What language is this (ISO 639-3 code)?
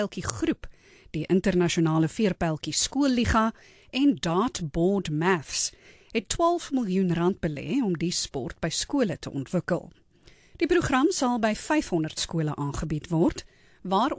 afr